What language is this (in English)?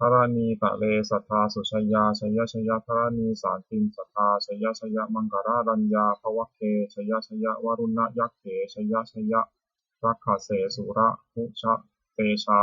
Pali